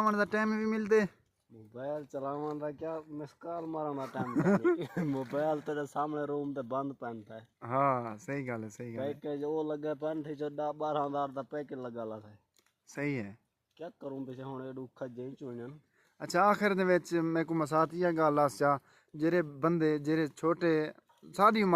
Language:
Saraiki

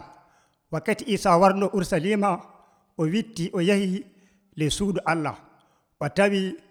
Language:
Nigerian Fulfulde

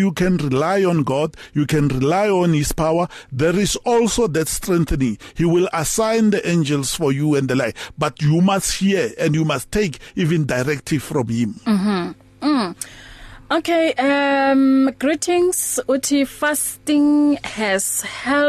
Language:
English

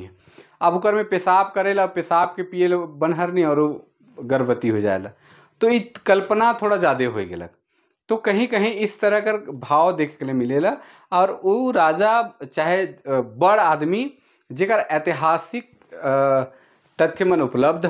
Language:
Sadri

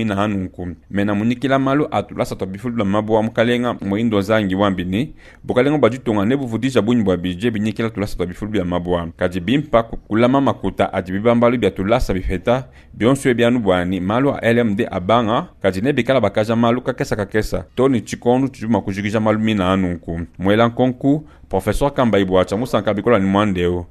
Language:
Luba-Lulua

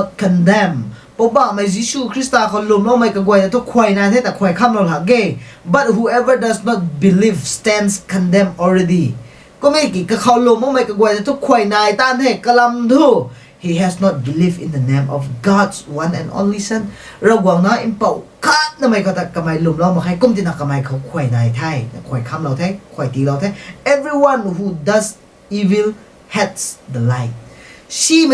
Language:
Rongmei Naga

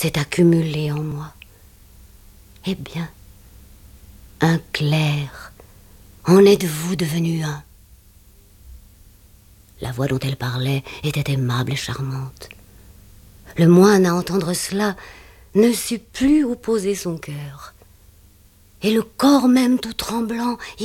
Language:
French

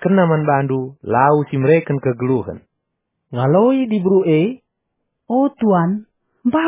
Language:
Batak Karo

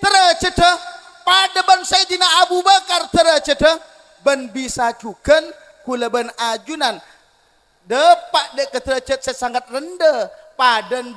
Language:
Madurese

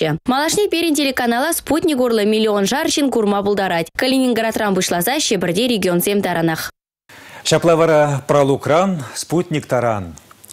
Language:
Chuvash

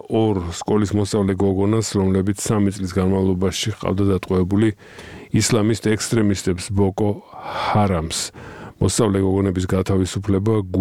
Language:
Georgian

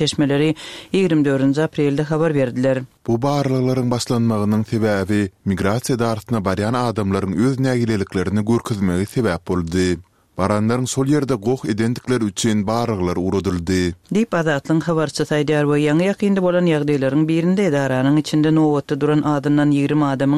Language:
Turkmen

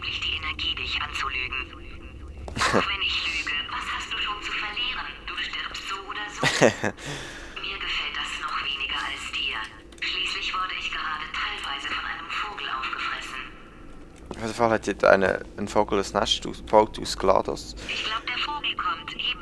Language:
Swiss German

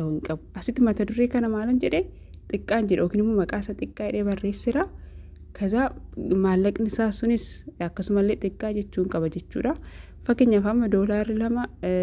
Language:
Oromo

